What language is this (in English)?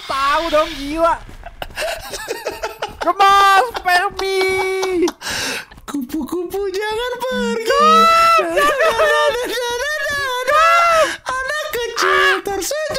Indonesian